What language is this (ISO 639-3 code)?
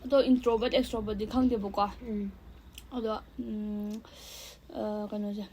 mni